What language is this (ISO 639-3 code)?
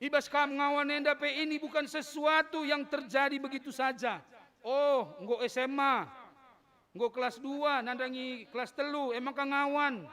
btx